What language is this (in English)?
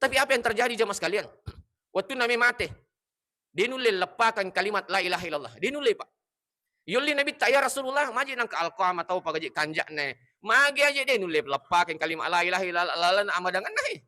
Buginese